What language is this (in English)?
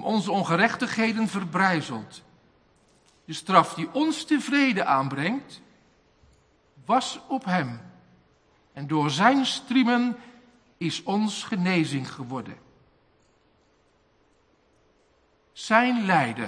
Dutch